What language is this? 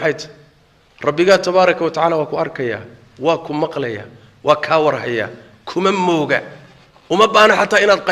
Somali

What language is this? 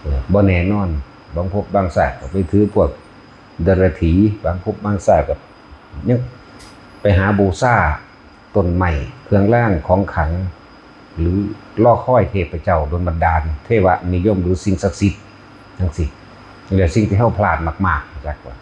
Northeastern Thai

